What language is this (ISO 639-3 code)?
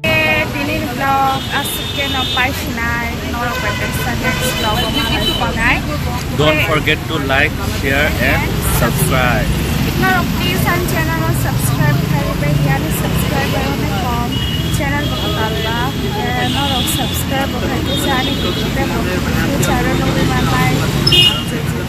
trp